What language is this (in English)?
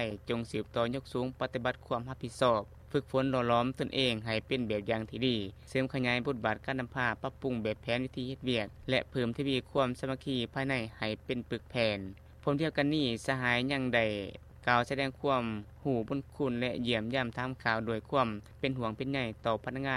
Lao